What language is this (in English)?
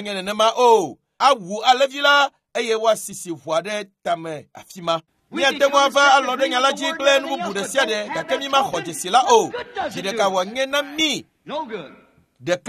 Ewe